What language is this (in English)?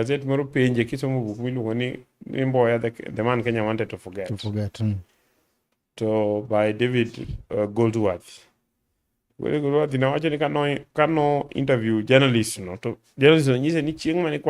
Luo (Kenya and Tanzania)